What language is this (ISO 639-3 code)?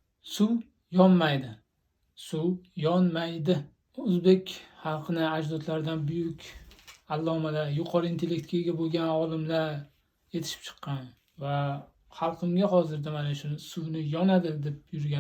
uzb